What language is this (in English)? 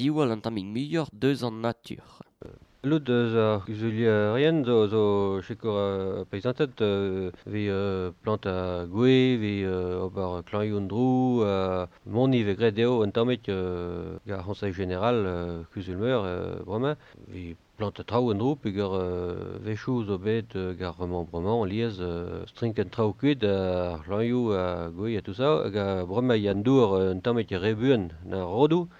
Breton